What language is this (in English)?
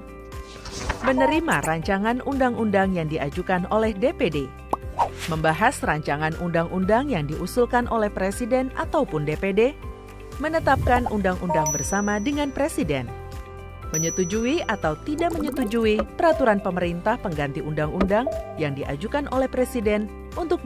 Indonesian